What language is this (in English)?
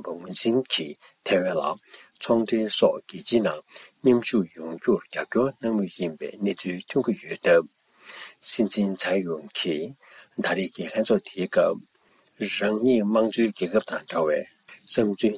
Tibetan